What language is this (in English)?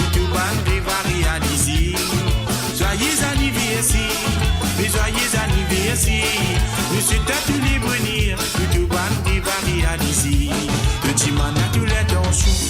Morisyen